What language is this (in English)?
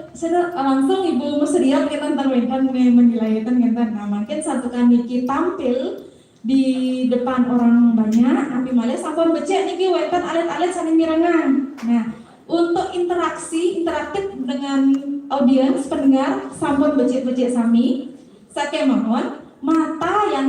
Balinese